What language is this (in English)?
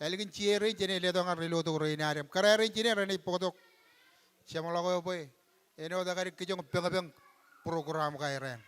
Marshallese